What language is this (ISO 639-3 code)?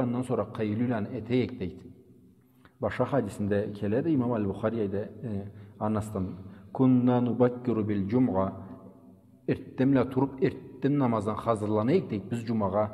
krc